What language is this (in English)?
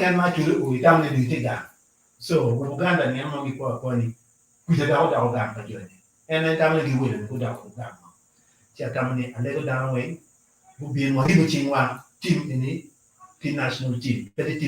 Acoli